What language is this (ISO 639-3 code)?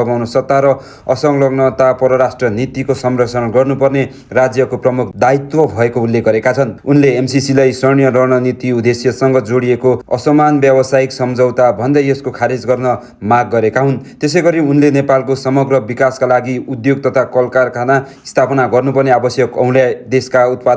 nep